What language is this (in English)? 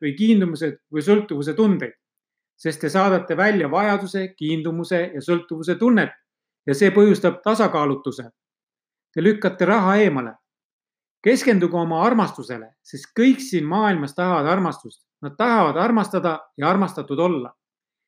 Estonian